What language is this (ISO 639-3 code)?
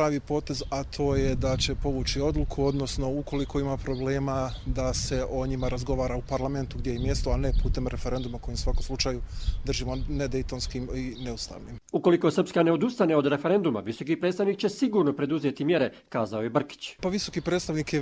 hrv